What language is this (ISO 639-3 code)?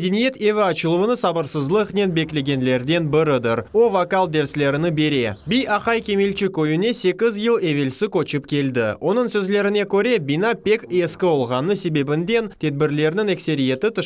crh